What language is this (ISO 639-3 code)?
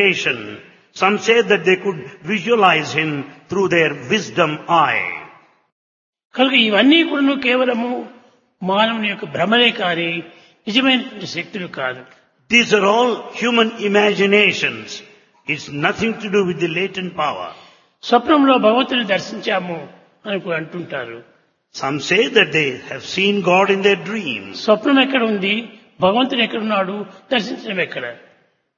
tel